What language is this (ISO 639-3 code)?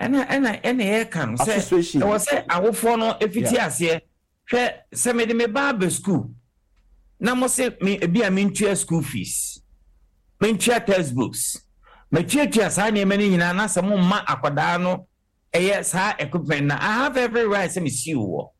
aka